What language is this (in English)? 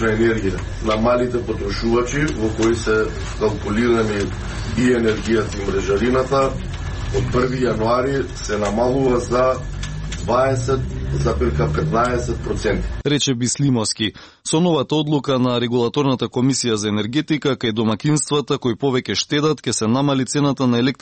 Macedonian